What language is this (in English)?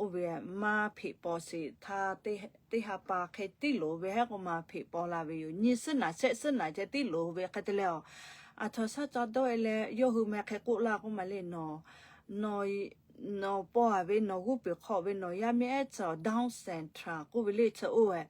Lahu